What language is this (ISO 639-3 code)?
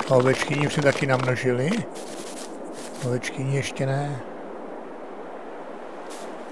ces